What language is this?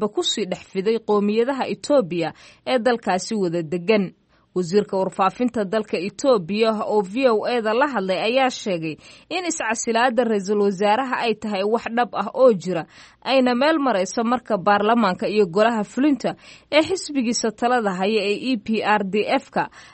Somali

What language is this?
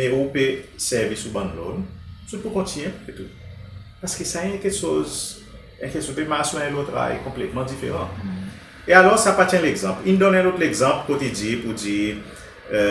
Seselwa Creole French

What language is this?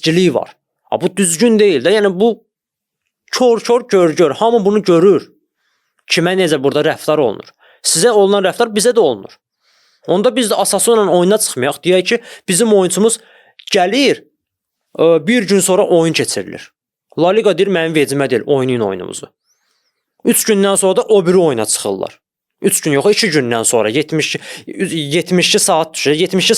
Azerbaijani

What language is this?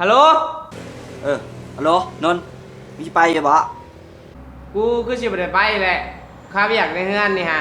Lao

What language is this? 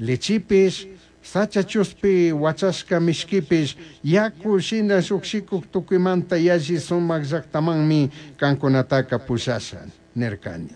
Chimborazo Highland Quichua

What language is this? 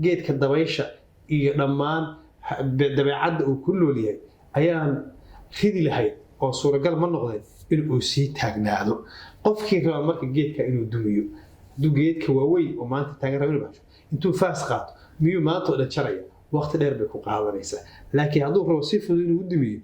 Somali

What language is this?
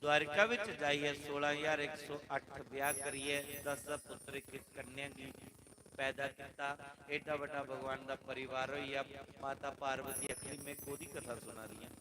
Dogri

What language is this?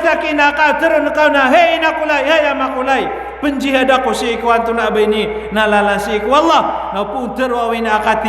Maranao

